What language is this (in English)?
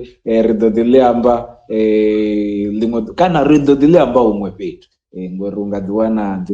Venda